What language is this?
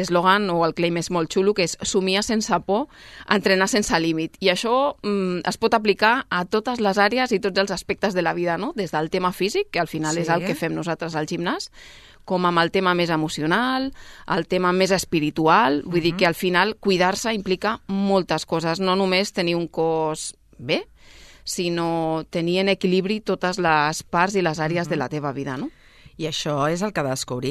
Catalan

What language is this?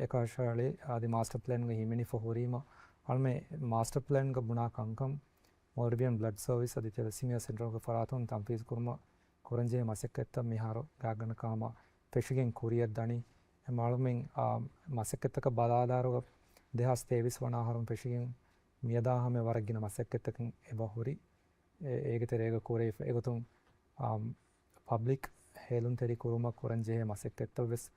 Divehi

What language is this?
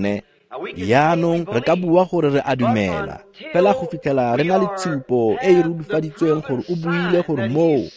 Tswana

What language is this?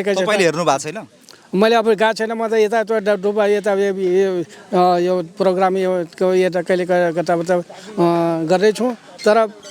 Nepali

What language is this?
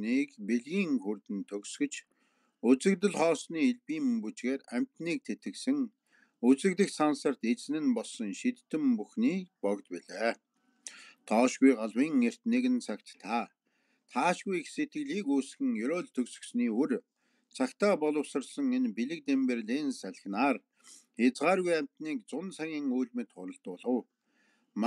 Mongolian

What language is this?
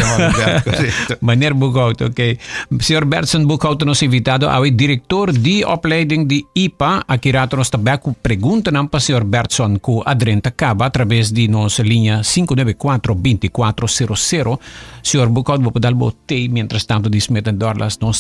Papiamento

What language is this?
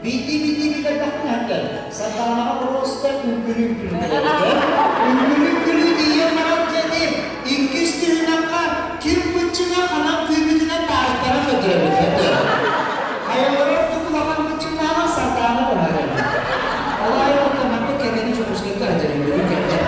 Yakut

